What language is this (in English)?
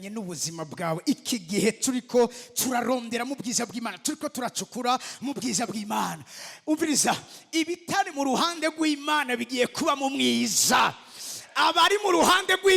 Rundi